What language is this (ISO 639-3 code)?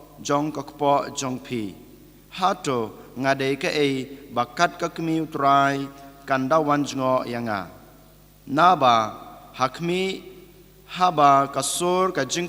kha